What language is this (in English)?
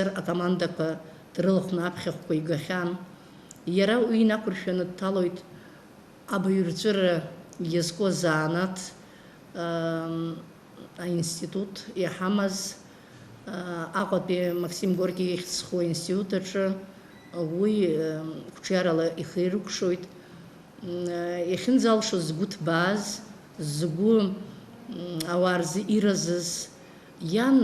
Abkhazian